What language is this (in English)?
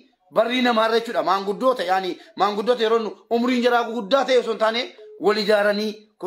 Oromo